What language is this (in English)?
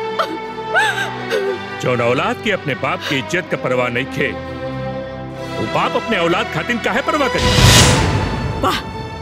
Bhojpuri